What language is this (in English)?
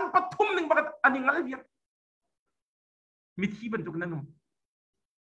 Thai